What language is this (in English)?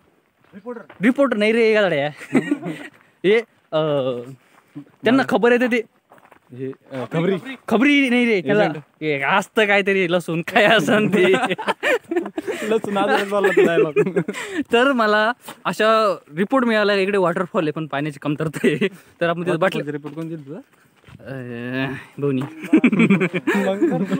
Marathi